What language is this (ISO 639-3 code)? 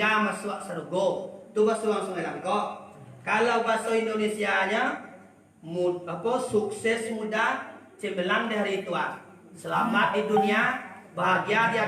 min